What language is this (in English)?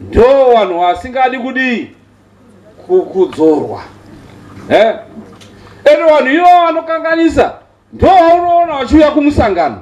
Shona